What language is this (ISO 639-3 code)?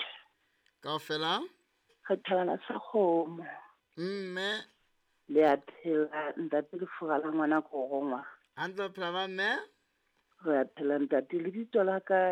sot